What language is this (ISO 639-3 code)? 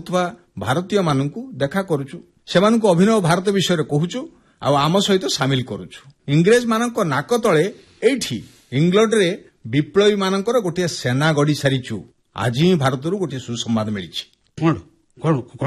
ori